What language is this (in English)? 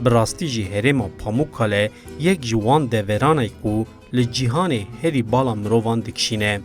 Kurdish